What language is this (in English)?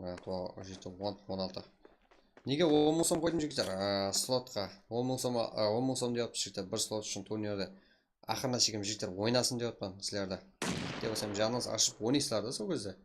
Kara-Kalpak